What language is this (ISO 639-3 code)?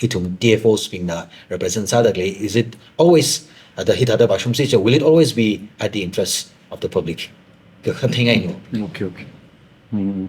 nmf